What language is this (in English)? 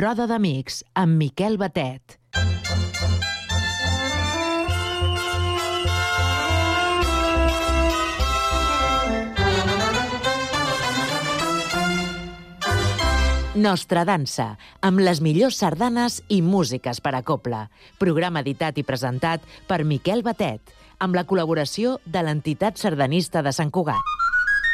Catalan